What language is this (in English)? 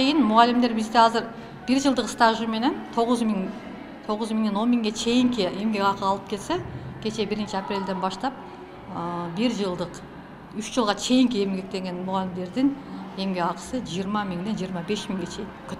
Kyrgyz